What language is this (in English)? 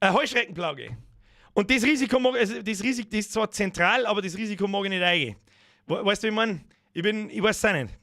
Bavarian